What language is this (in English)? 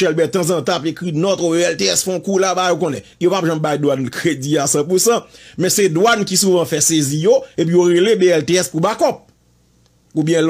Haitian Creole